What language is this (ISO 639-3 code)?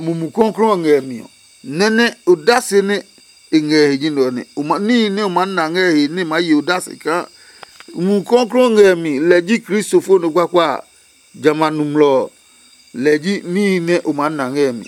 ada